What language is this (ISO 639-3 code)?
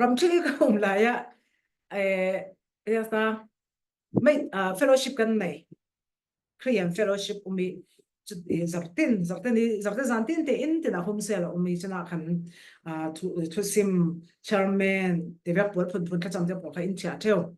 cfm